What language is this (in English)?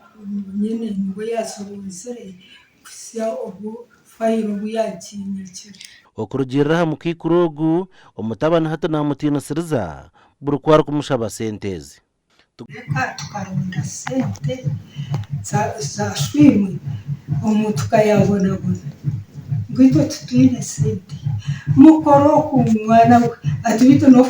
Nyankole